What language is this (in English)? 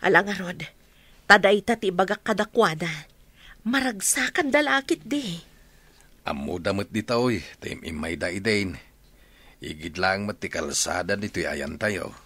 Iloko